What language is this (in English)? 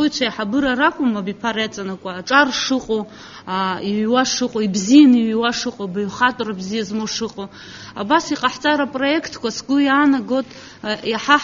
Abkhazian